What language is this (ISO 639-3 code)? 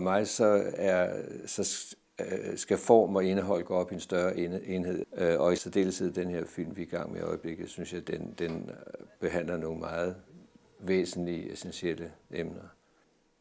dan